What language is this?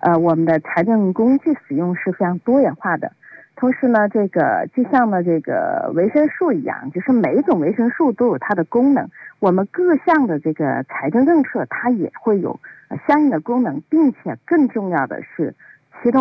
Chinese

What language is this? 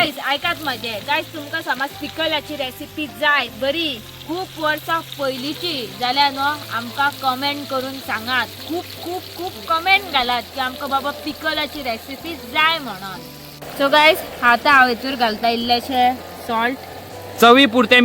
Konkani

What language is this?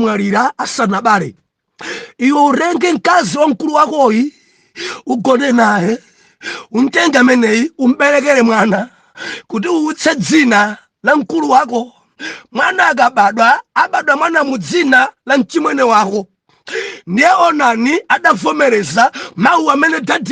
Nyanja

